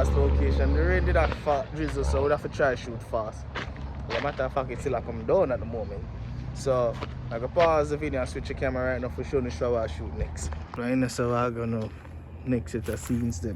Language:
Jamaican Creole English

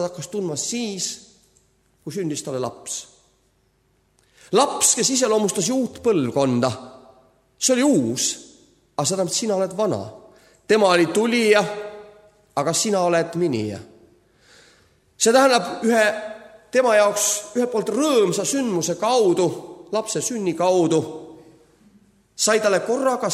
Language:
Estonian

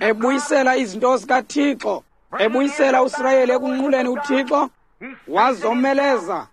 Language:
Xhosa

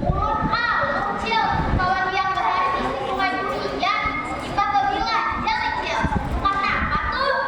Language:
Banjar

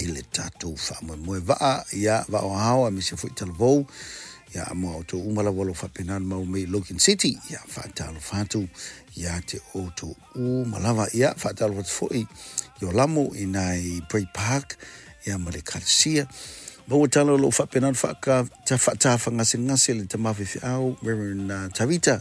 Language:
Samoan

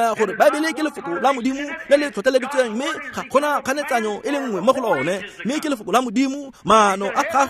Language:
Tswana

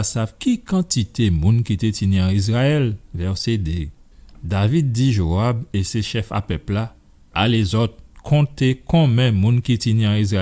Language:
Guadeloupean Creole French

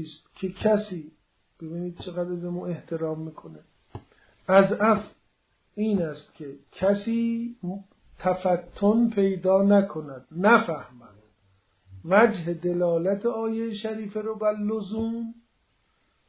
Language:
Persian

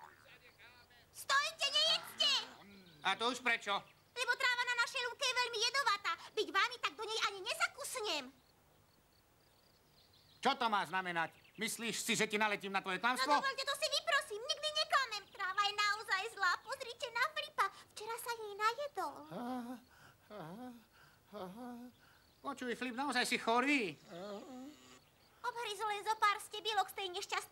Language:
Slovak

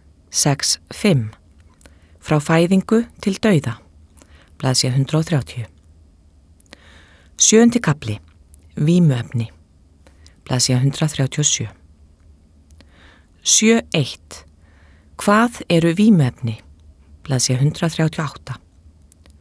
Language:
Icelandic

